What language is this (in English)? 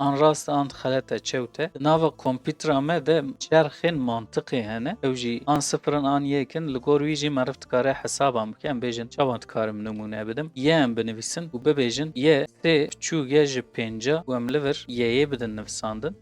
Kurdish